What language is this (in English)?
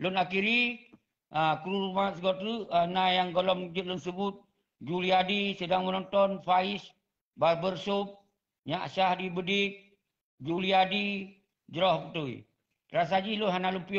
Achinese